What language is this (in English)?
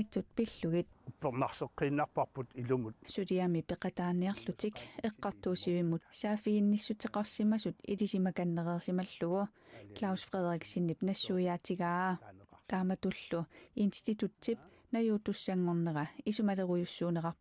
Kalaallisut